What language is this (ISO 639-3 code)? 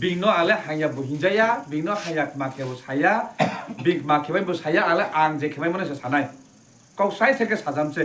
trp